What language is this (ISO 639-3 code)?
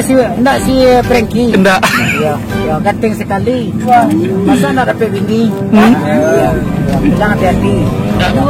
min